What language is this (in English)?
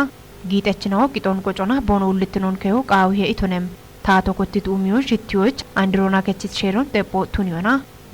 Kafa